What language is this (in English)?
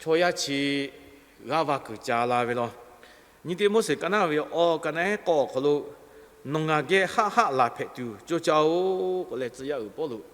Lahu